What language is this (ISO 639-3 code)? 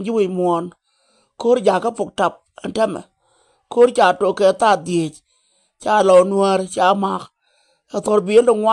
nus